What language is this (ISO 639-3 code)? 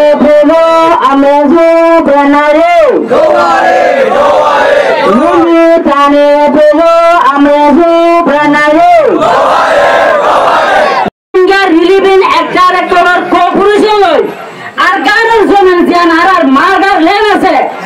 rhg